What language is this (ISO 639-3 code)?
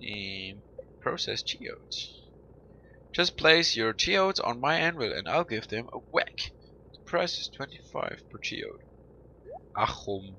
gsw